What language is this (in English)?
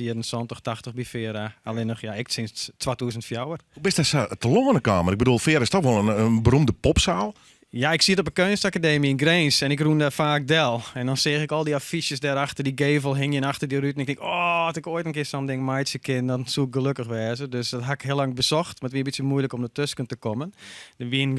Western Frisian